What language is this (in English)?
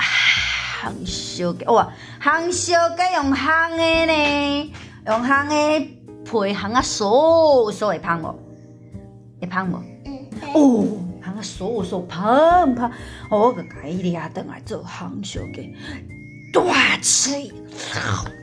Min Nan Chinese